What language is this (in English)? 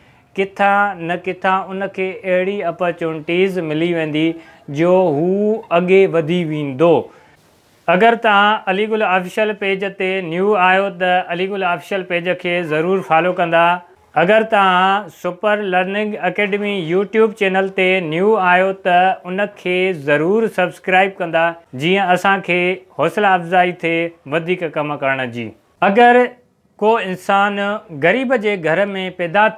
Sindhi